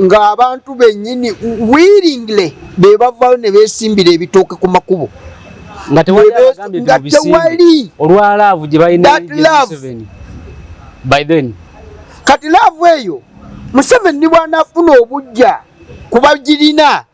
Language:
Ganda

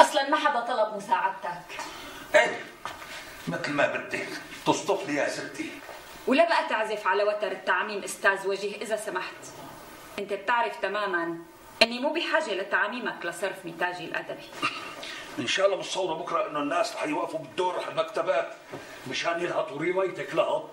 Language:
North Levantine Arabic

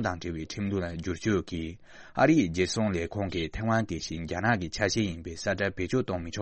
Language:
Tibetan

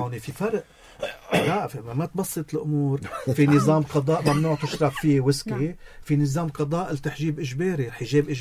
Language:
North Levantine Arabic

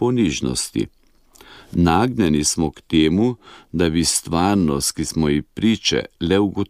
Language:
Slovenian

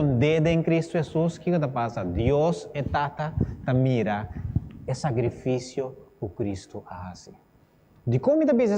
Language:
Papiamento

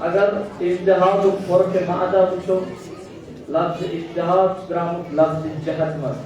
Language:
Kashmiri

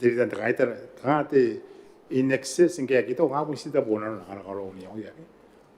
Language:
Gilbertese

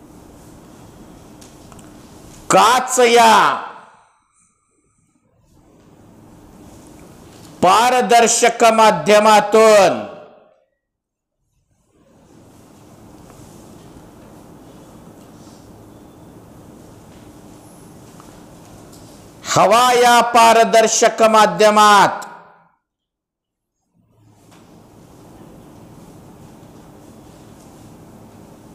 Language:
Marathi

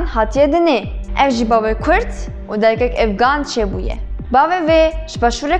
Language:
Kurdish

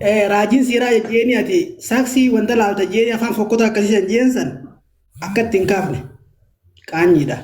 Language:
Oromo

